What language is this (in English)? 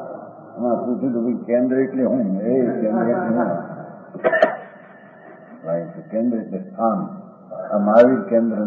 Gujarati